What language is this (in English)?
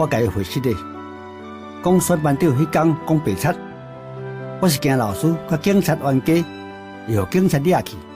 Min Nan Chinese